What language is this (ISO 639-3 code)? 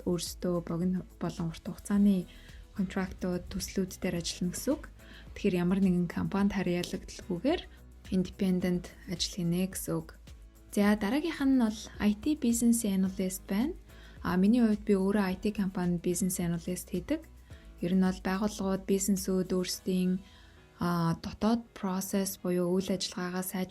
mon